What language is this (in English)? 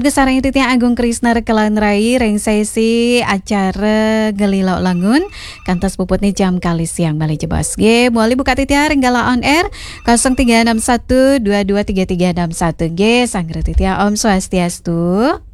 Balinese